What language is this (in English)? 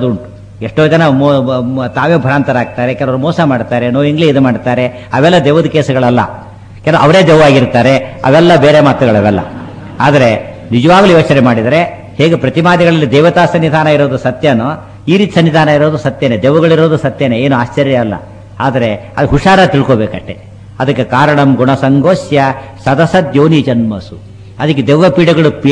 Kannada